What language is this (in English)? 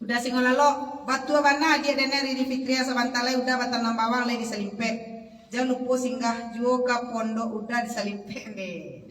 Minangkabau